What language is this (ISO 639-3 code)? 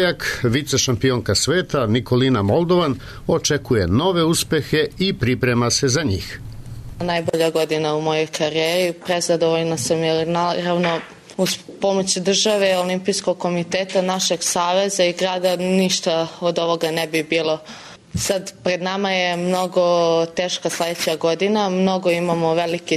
srp